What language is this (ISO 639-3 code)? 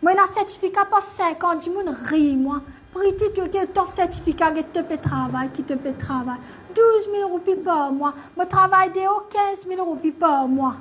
mfe